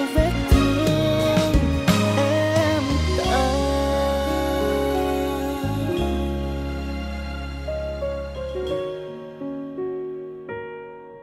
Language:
Vietnamese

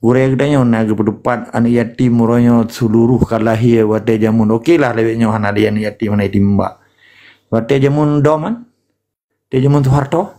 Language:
Achinese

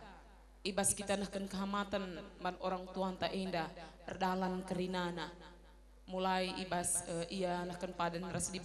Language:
Batak Karo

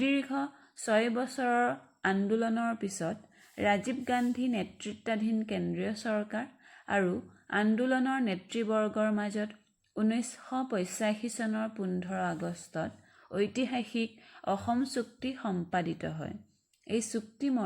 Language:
Assamese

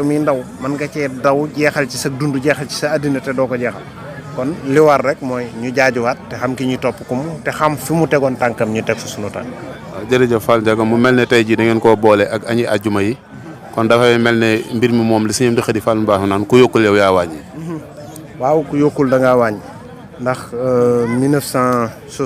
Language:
Wolof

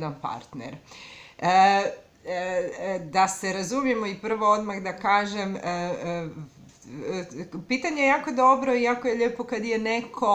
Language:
Croatian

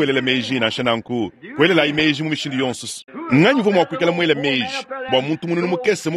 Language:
Luba-Lulua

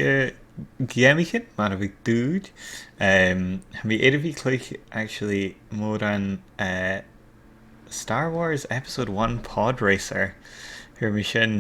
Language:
Scottish Gaelic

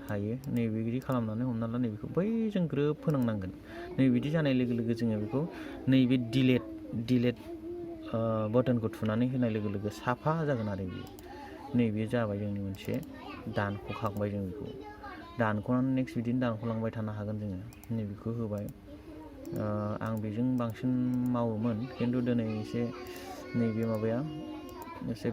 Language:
Bodo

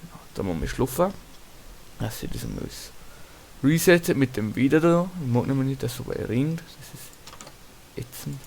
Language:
Bavarian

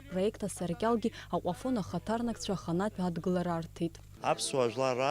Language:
Abkhazian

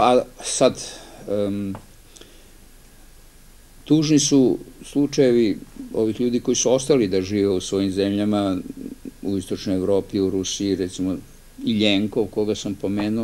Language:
Serbian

